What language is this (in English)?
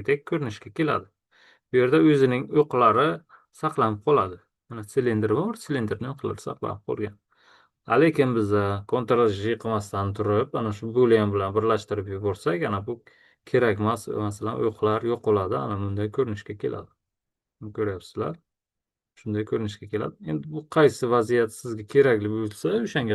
Uzbek